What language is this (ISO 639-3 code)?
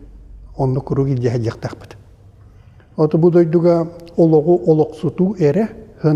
sah